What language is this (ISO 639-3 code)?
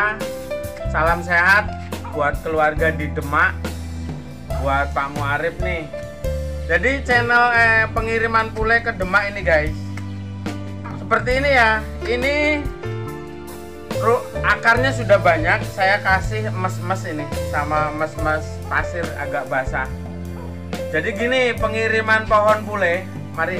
ind